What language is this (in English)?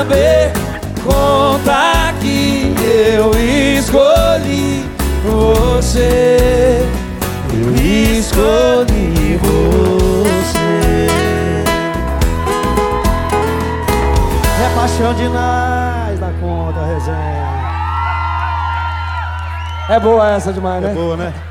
Portuguese